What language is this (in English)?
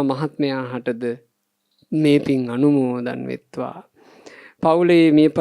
Sinhala